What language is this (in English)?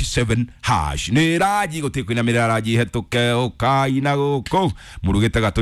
Kikuyu